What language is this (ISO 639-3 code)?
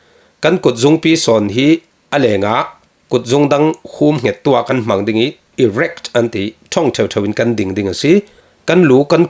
cfm